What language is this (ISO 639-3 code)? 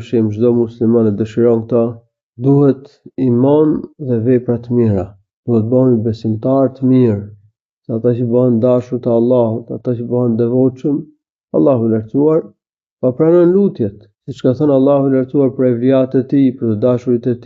sqi